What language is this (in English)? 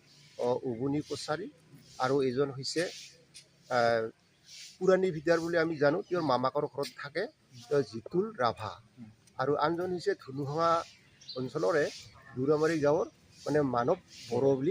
Assamese